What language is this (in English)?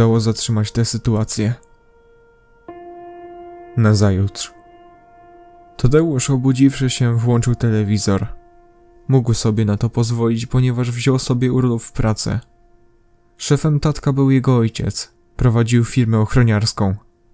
Polish